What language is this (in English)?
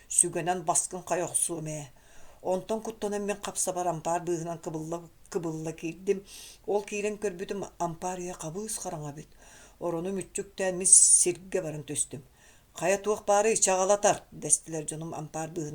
Yakut